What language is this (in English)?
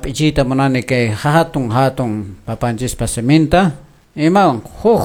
Quechua